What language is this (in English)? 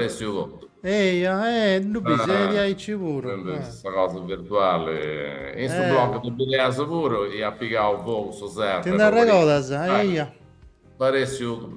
Sardinian